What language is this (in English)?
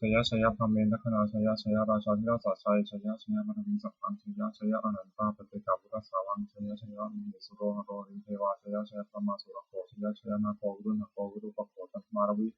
Pali